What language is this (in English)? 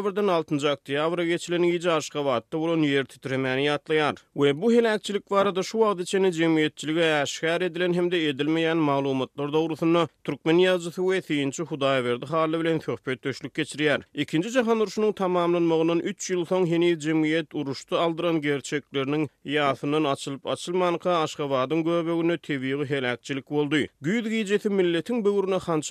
Turkmen